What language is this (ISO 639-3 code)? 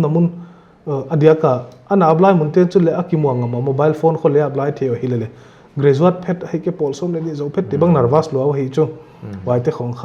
pck